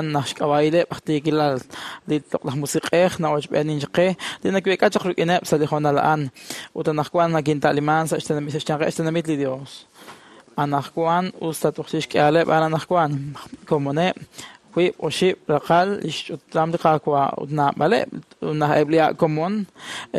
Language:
Kekchí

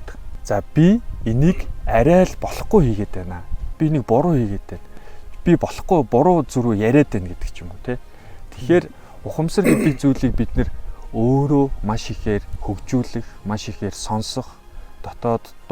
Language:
Mongolian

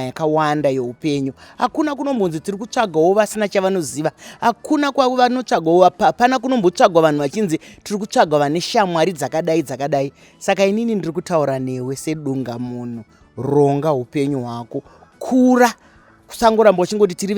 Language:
Shona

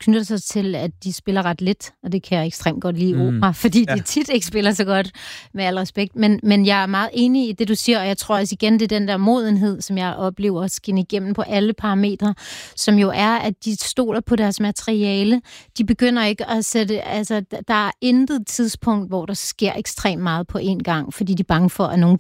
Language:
Danish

